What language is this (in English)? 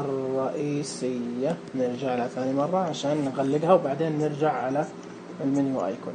Najdi Arabic